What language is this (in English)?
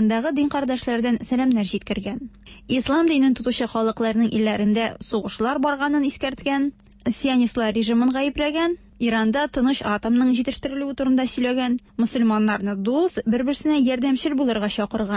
Tatar